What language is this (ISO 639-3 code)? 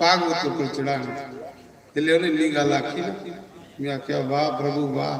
doi